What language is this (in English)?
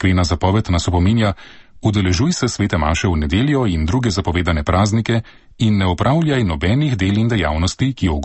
Slovenian